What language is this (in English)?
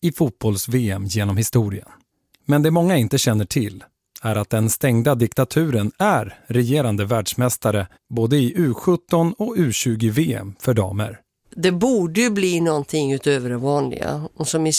Swedish